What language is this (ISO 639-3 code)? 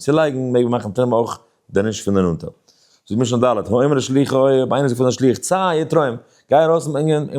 yid